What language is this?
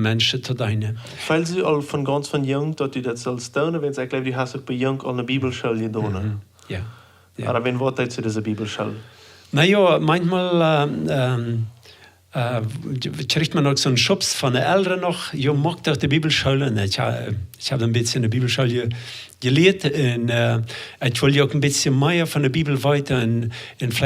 Plautdietsch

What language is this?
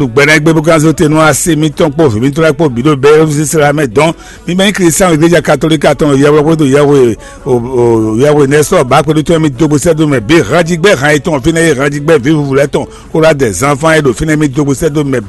Fon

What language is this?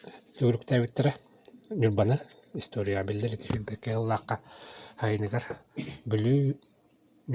Yakut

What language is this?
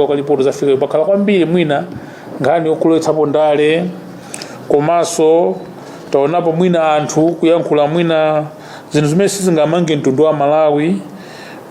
Nyanja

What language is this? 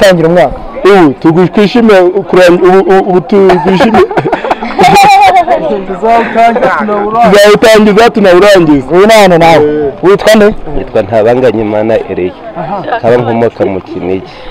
Kinyarwanda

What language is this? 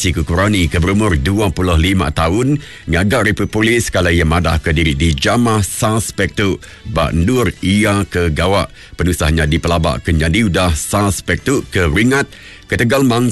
Iban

